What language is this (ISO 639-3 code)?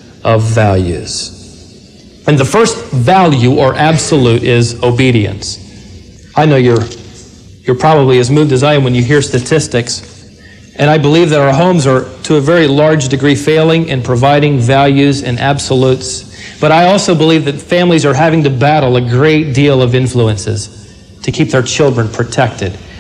eng